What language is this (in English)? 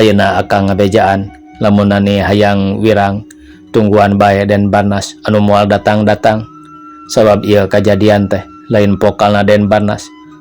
Sundanese